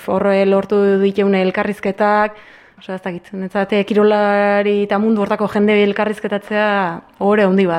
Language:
Basque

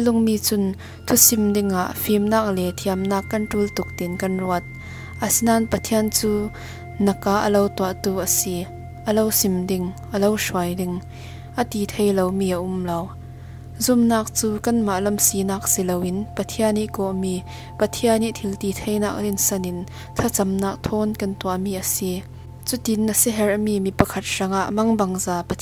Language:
Falam Chin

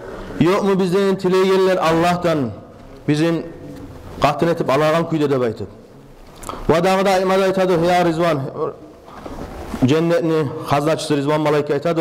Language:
Kumyk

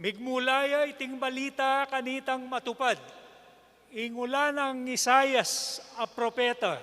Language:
Pampanga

